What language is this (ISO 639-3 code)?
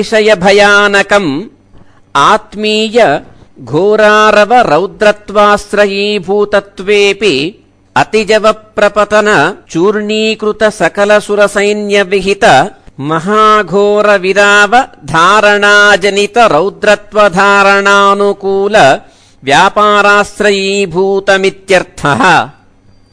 san